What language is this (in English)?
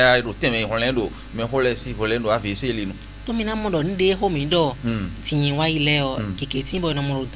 Fon